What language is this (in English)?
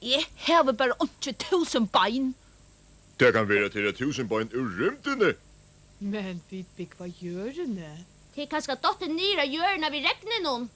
Faroese